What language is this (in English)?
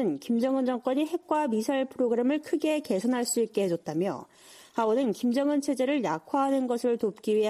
Korean